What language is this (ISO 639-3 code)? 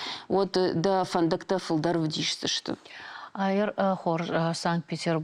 oss